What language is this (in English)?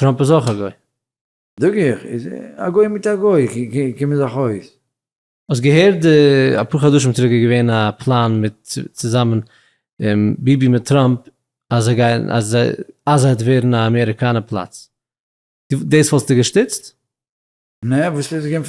Yiddish